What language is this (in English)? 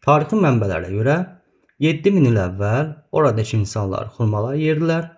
Azerbaijani